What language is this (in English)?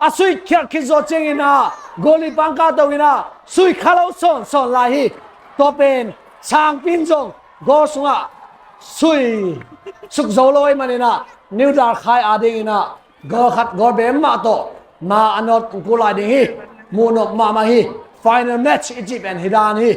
Tedim Chin